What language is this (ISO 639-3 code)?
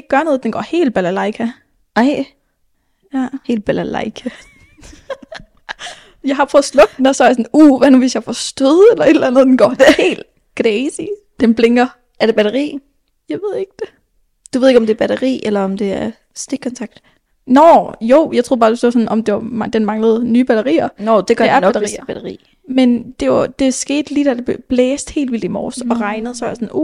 dan